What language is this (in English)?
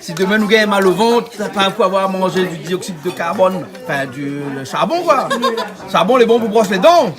Réunion Creole French